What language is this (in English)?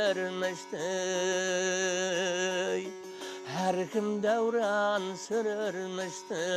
Kara-Kalpak